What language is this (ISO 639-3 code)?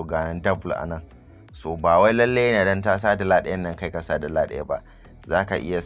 hau